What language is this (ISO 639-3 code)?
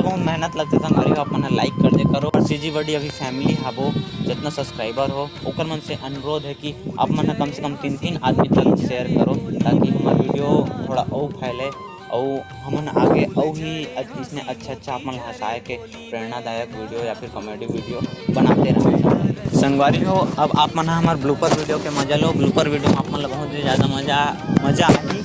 hne